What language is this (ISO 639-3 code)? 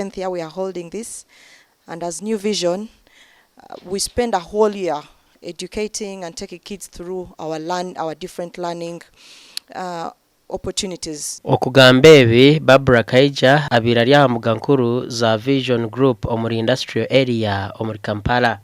nyn